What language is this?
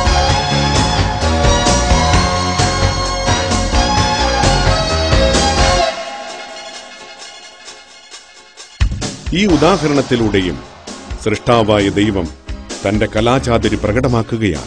Malayalam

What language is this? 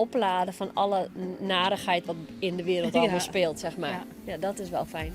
Western Frisian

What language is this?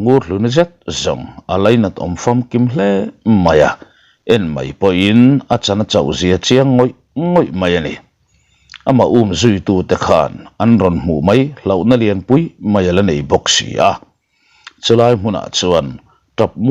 Mizo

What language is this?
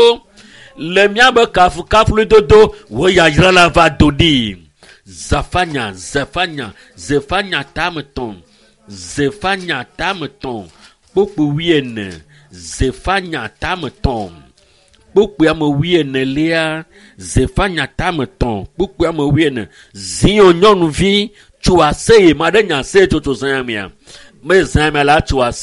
Ewe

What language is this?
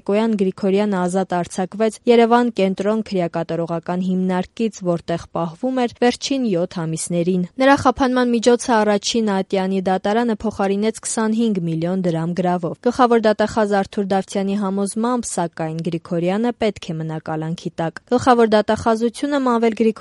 Armenian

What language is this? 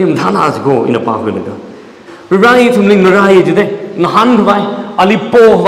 Tangkhul Naga (India)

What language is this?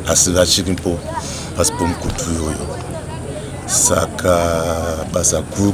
Shona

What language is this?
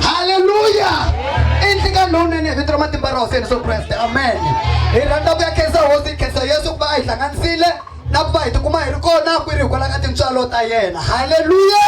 Tsonga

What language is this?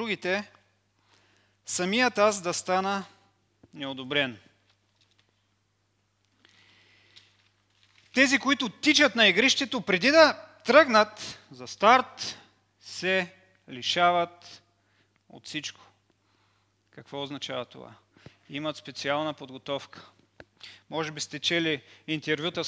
Bulgarian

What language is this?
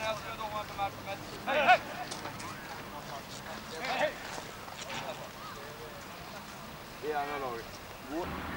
Swedish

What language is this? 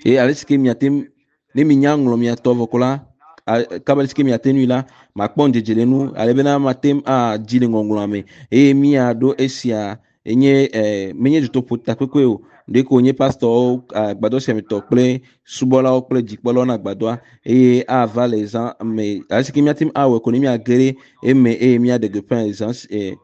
Ewe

